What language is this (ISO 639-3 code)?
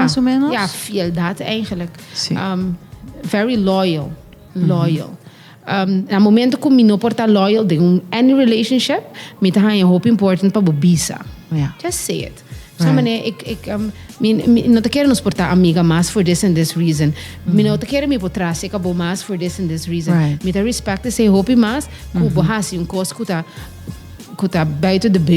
pap